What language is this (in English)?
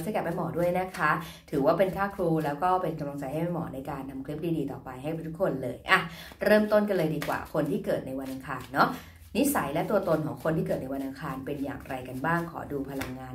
Thai